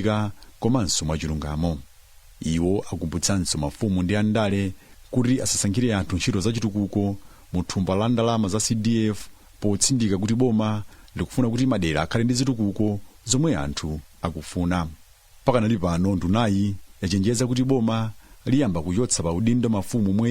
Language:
Nyanja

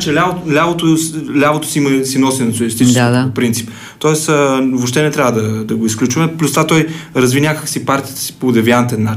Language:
Bulgarian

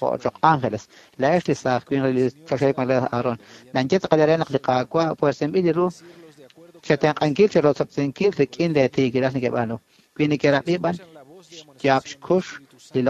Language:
Kekchí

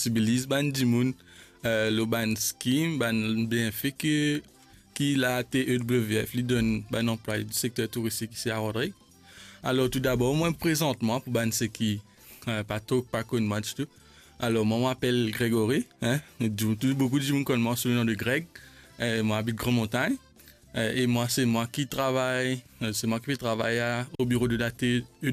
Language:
Morisyen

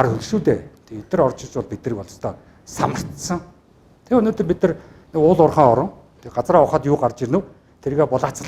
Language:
Mongolian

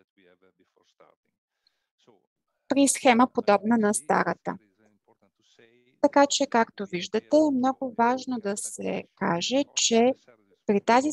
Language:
Bulgarian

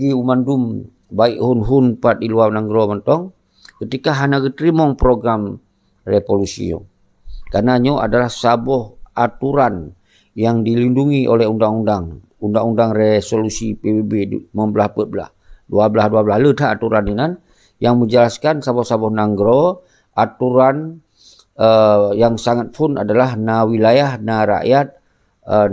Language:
Achinese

